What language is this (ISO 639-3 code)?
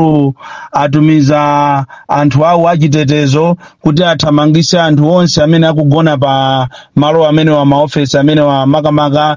nya